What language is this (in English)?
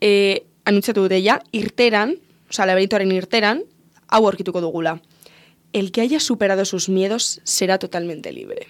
Basque